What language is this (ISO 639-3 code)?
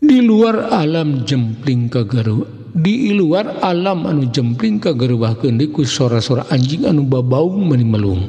sun